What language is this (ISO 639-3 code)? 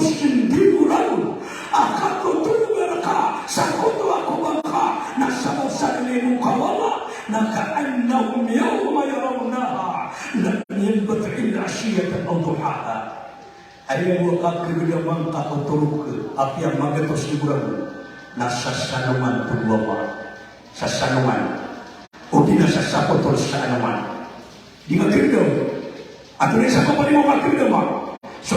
mrw